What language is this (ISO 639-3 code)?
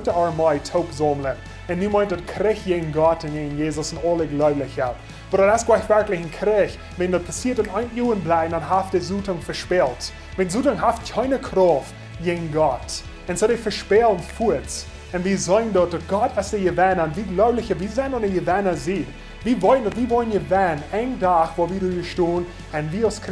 pdt